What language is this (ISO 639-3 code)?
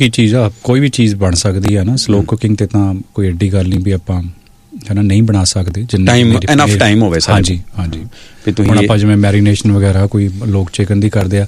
pan